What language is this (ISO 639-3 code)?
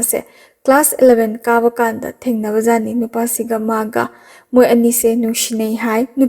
mni